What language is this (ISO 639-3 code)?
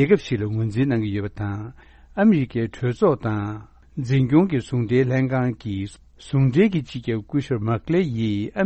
bod